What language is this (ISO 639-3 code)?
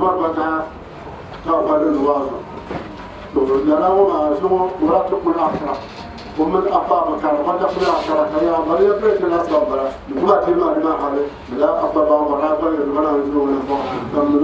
dag